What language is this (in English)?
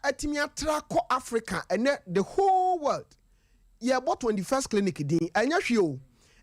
Akan